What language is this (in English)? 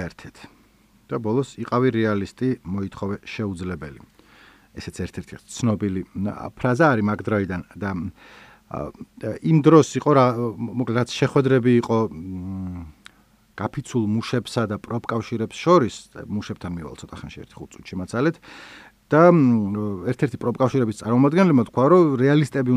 Georgian